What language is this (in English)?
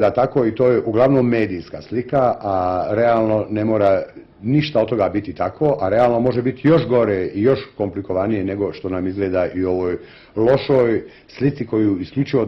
Bosnian